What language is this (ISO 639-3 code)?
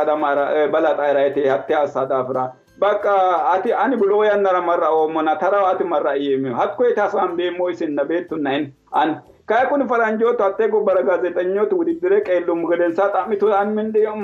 sid